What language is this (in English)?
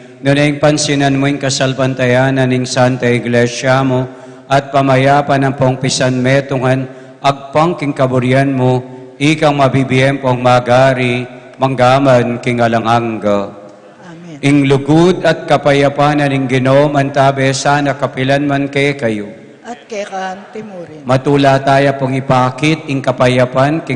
Pampanga